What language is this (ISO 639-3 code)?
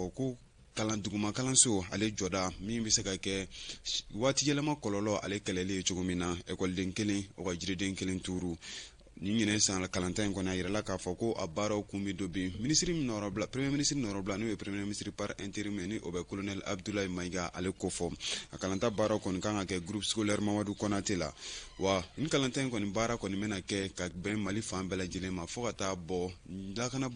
bam